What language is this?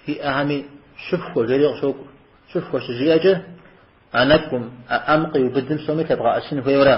Kabardian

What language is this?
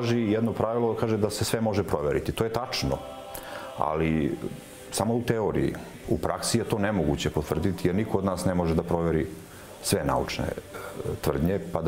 Serbian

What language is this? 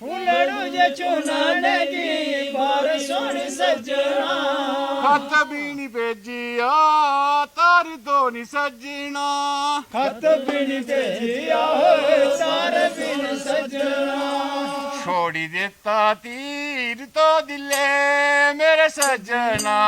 Dogri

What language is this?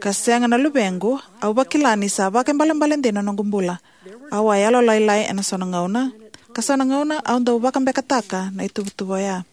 Fijian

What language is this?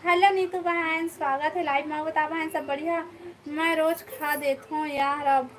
Chhattisgarhi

